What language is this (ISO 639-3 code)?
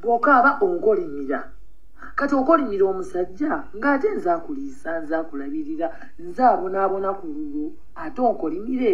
lug